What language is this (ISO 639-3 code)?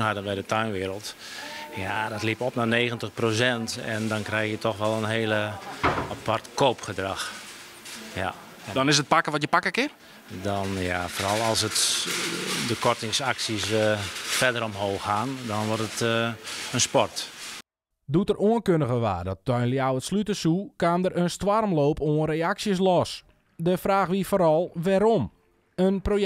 fry